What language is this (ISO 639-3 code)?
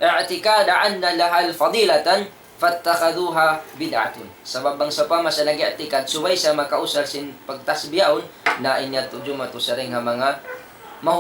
tsg